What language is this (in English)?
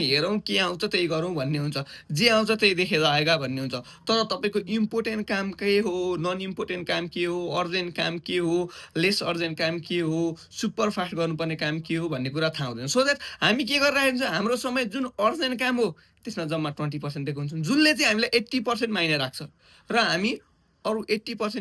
Nepali